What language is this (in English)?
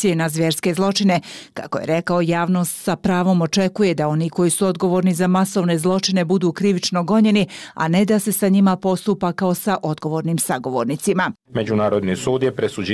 Bosnian